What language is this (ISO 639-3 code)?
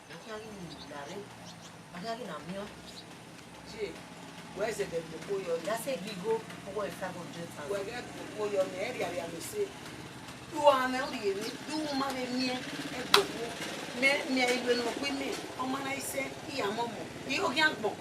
bin